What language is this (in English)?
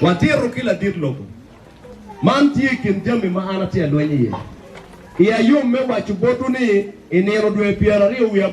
Acoli